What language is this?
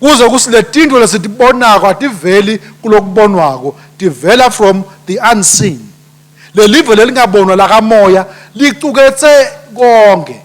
Swati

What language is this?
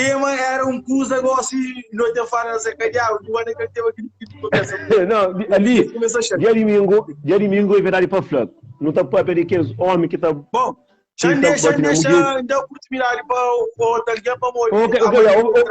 Kabuverdianu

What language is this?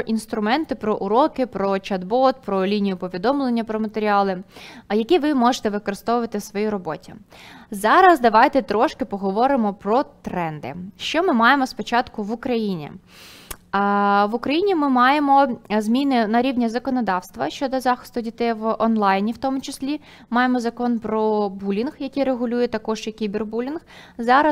Ukrainian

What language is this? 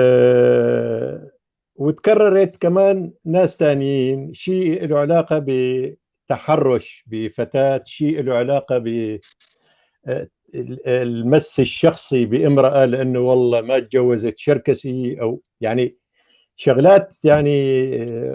North Levantine Arabic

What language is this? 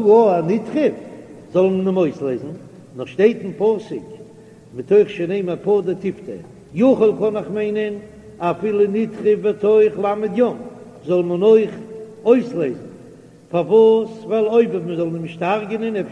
Yiddish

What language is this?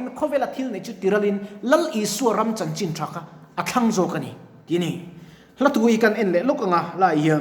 Mizo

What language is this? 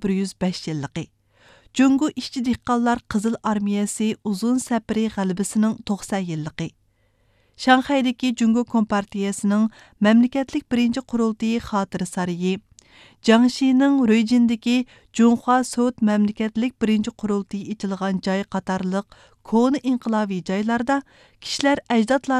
Uyghur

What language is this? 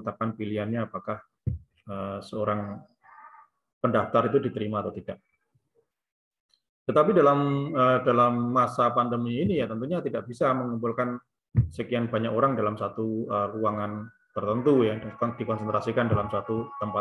Indonesian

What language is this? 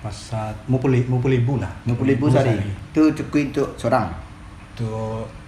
Minangkabau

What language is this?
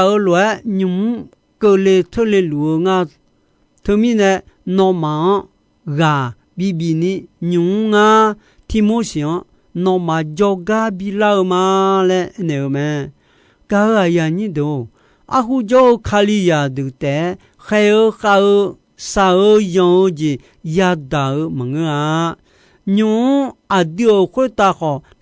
Akha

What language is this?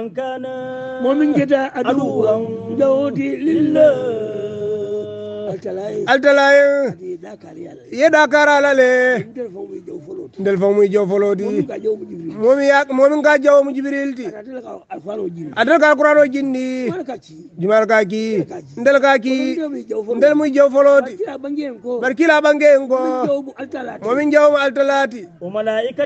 Hausa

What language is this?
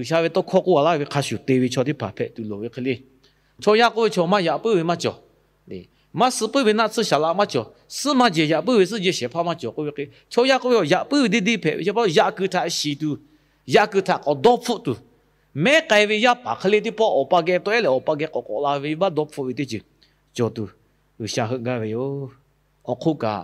Lahu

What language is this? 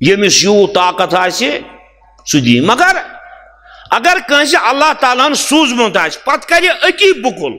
Kashmiri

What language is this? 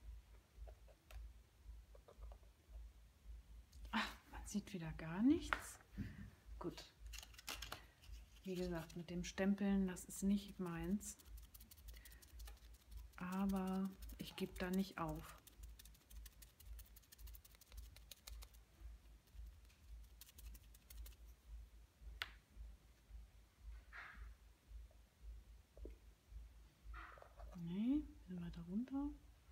German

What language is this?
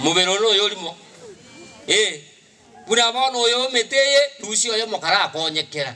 Gusii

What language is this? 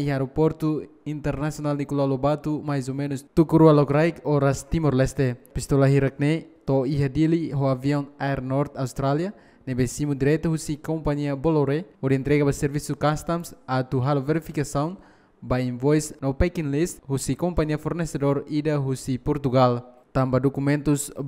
Tetum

